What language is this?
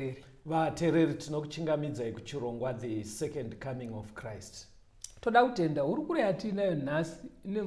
Shona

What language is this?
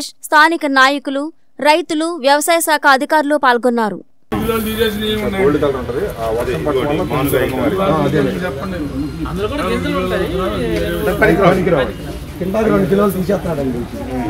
Telugu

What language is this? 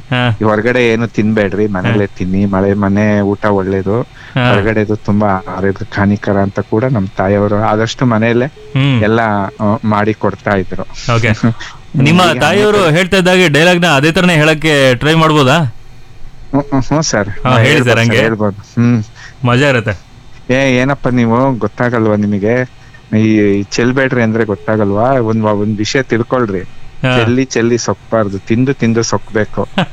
Kannada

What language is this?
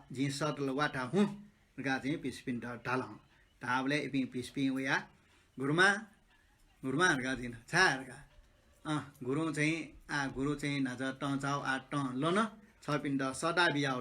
Newari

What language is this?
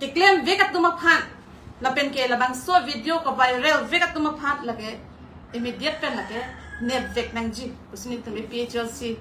Karbi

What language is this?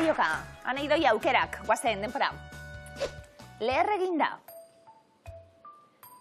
Basque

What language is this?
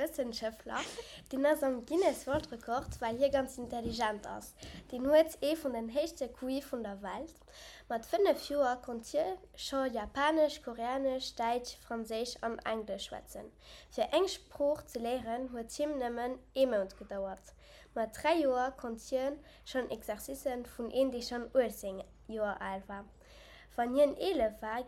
Luxembourgish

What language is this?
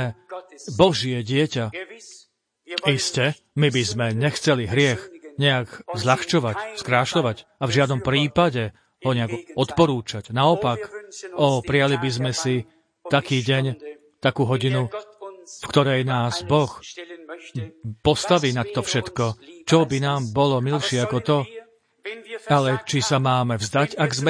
Slovak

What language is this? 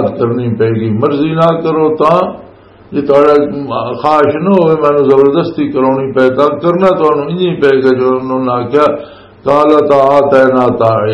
Western Panjabi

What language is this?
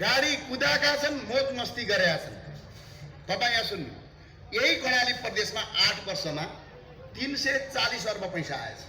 Nepali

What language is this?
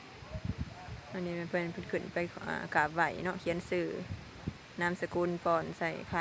Lao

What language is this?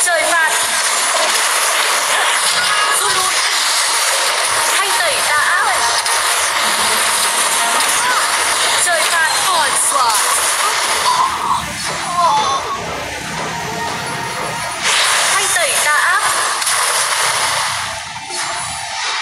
Vietnamese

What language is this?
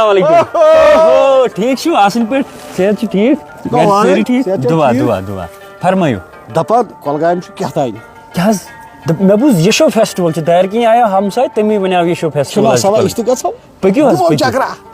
Kashmiri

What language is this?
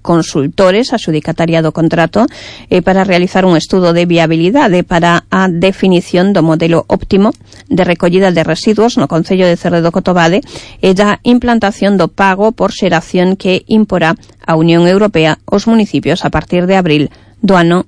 Galician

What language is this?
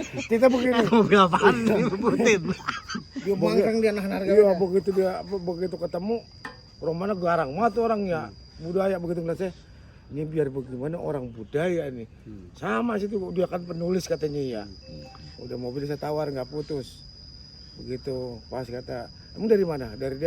Betawi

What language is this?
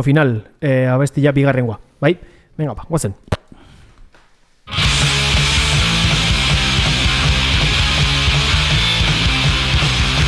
Basque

